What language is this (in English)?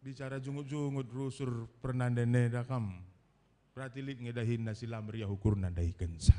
Batak Karo